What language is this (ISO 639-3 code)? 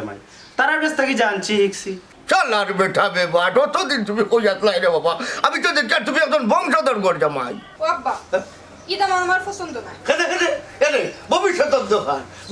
syl